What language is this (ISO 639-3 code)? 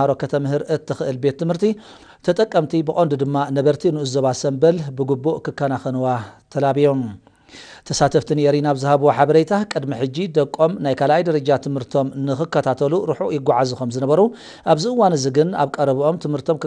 tir